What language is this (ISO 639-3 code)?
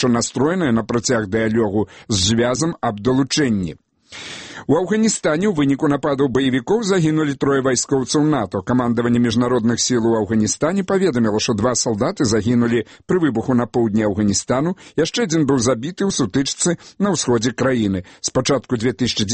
bel